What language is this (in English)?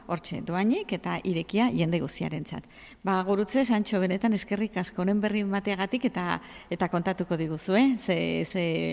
Basque